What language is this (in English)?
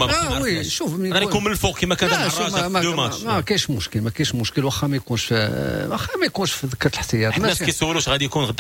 Moroccan Arabic